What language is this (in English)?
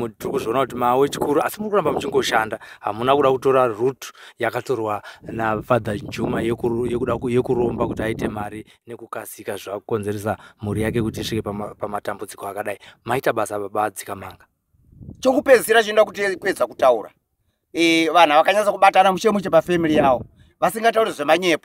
Shona